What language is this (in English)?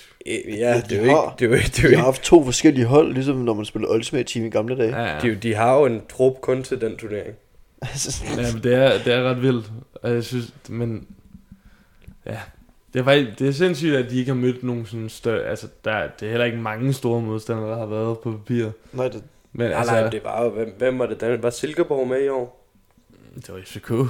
Danish